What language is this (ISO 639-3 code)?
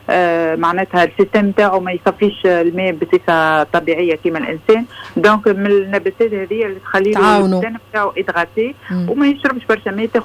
aeb